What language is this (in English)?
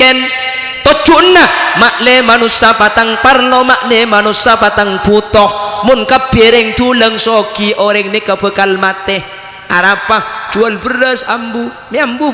Madurese